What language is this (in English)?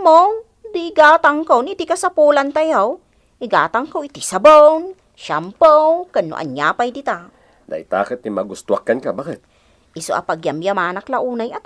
Iloko